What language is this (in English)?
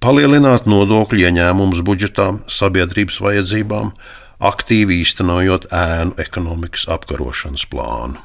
Latvian